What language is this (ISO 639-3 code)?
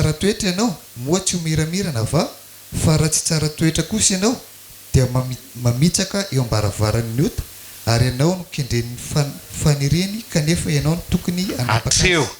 mlg